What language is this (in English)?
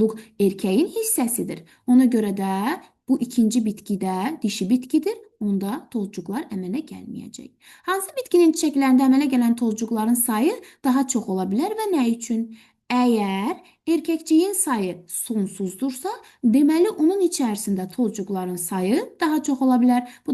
Azerbaijani